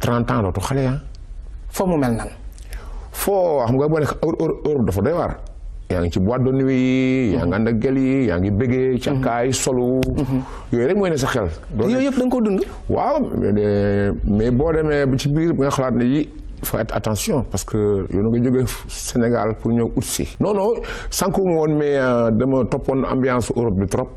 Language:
Wolof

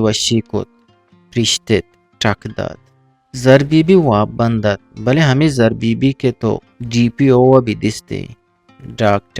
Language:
Eastern Balochi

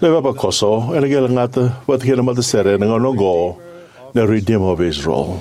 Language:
Fijian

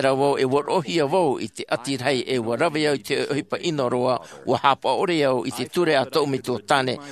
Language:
Tahitian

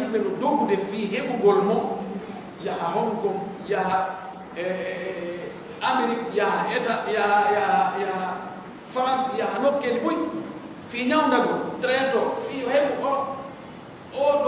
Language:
Pular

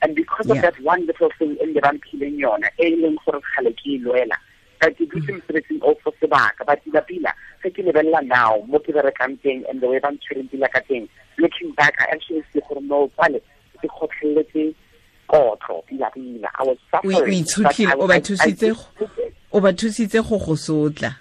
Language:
Tswana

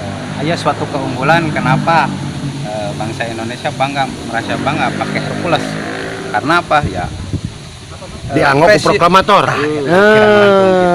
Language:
Sundanese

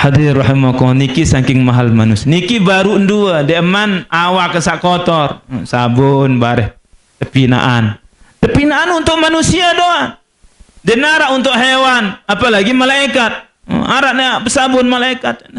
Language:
Sasak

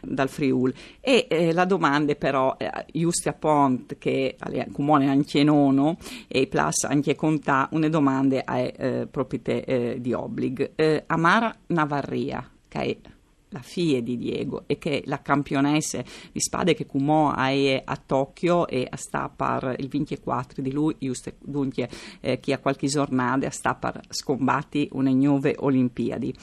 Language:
Friulian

